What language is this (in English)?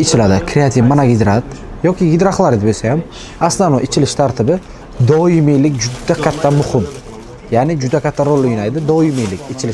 Uzbek